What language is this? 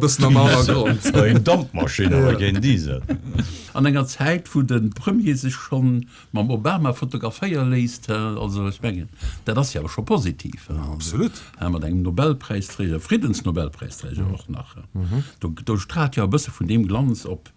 Luxembourgish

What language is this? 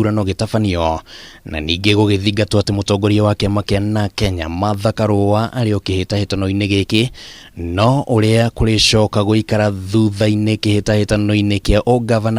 Kikuyu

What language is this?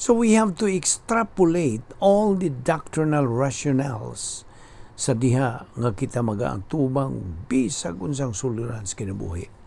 Cebuano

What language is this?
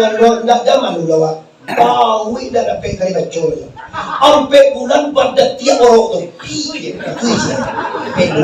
Minangkabau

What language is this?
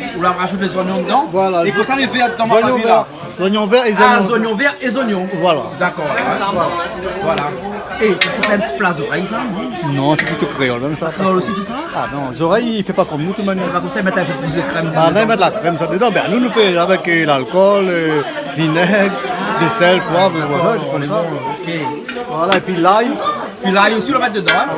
Réunion Creole French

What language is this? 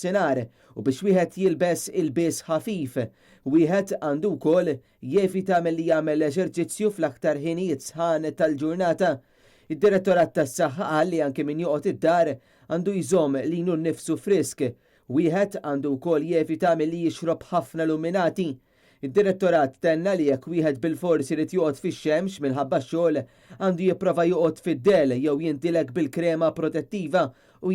Maltese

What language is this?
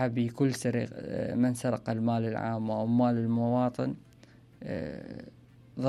Mesopotamian Arabic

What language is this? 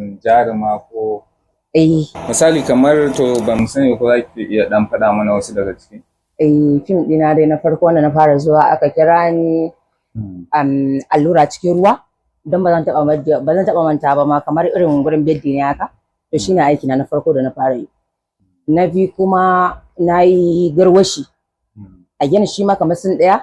Hausa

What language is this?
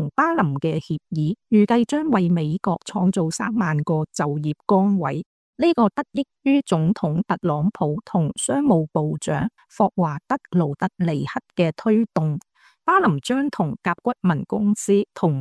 Cantonese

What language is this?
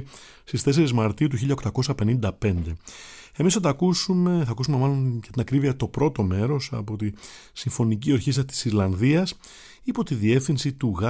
Greek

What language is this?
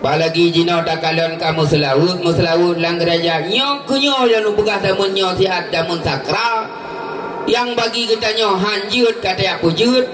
Achinese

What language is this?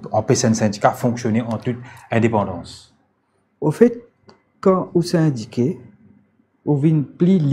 Morisyen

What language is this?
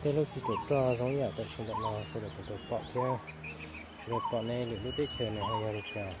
Hmong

